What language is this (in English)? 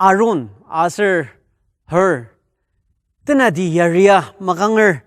Ao Naga